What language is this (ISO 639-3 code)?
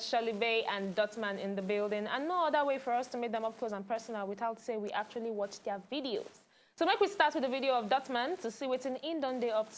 pcm